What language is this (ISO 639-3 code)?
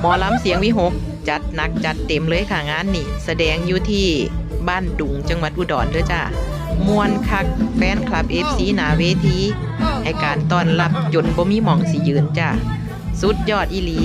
tts